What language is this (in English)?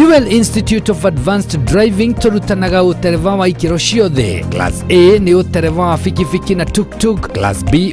Kikuyu